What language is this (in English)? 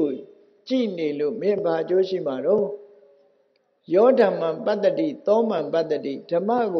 Burmese